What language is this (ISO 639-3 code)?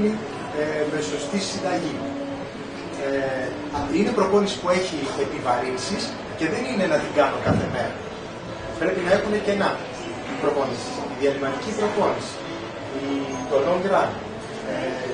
ell